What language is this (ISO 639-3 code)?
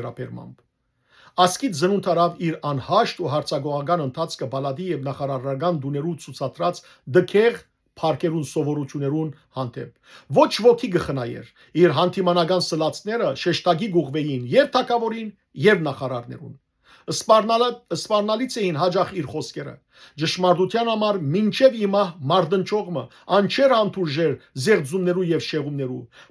hyw